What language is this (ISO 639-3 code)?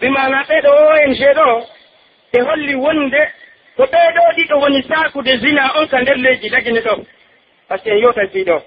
fuf